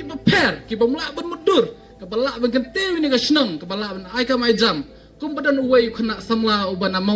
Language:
Khasi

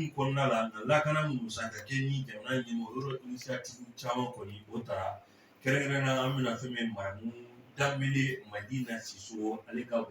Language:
Bambara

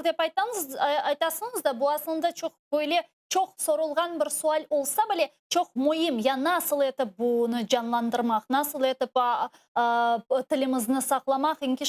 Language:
Crimean Tatar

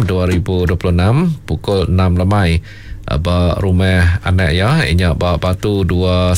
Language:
Iban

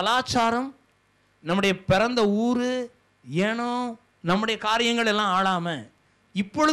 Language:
Tamil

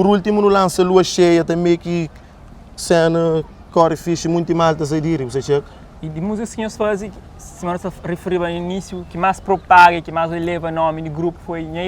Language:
Kabuverdianu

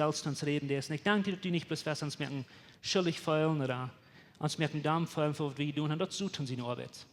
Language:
Plautdietsch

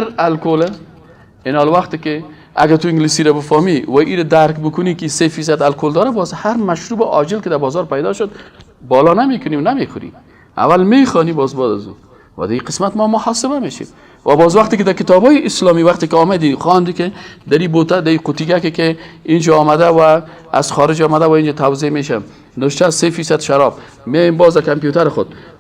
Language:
Persian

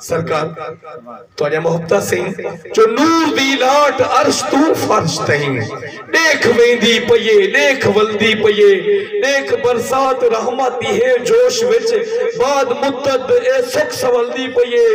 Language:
Saraiki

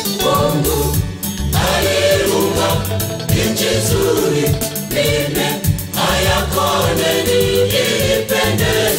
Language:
Swahili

